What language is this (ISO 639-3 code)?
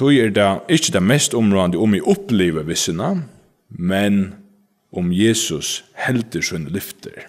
fao